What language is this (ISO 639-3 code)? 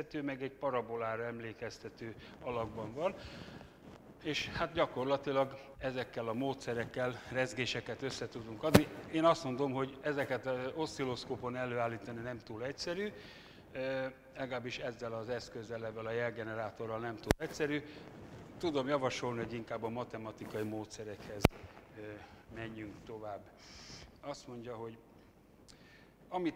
hun